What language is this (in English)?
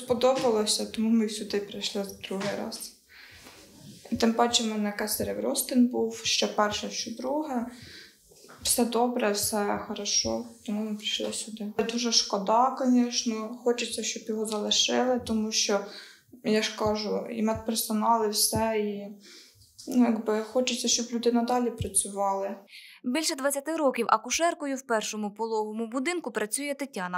Ukrainian